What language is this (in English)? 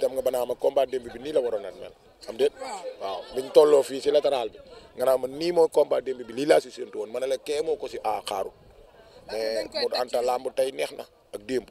Wolof